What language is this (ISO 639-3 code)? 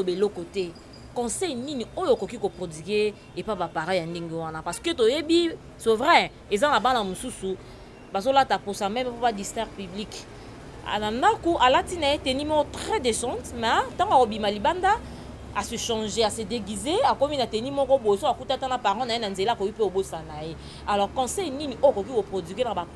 lin